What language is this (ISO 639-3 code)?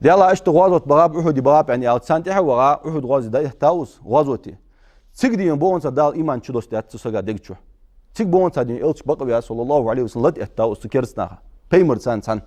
inh